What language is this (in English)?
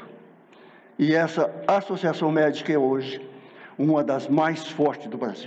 Portuguese